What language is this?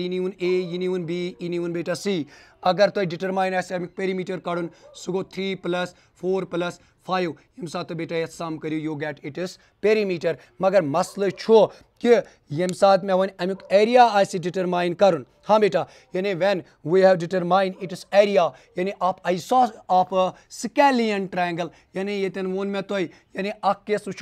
Kashmiri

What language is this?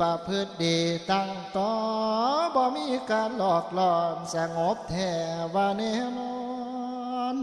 Northeastern Thai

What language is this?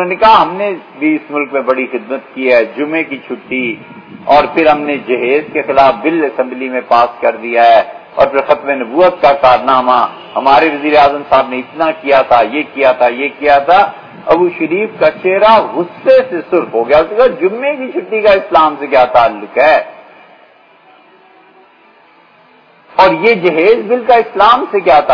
Urdu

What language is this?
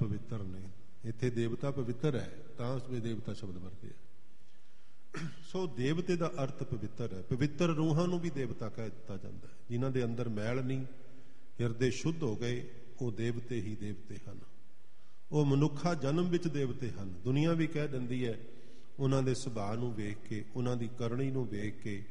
Punjabi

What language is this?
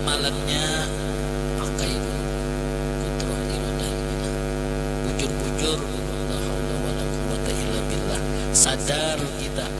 Banjar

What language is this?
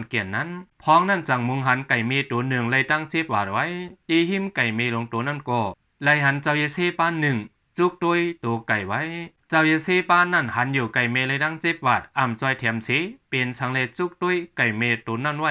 Shan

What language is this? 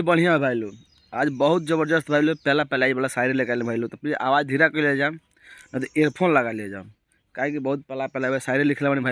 Bhojpuri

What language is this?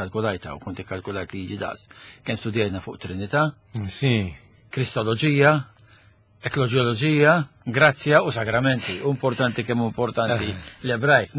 Maltese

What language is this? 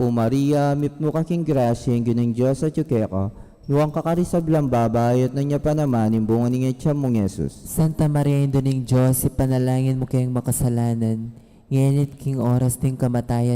Pampanga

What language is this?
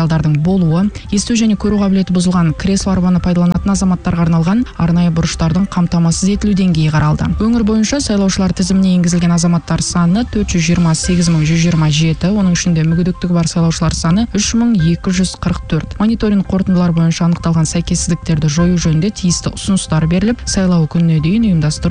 Kazakh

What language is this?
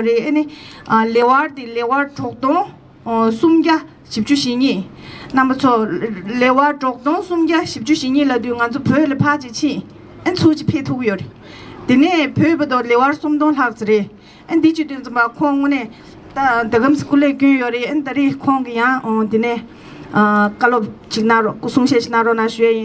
Tibetan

